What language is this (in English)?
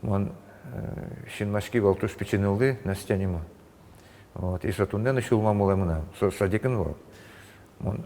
Udmurt